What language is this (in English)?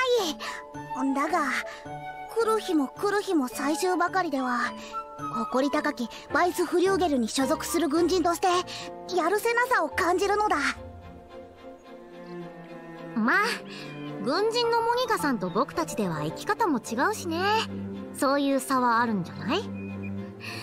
Japanese